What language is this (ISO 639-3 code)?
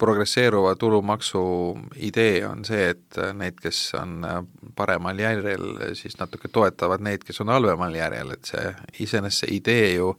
est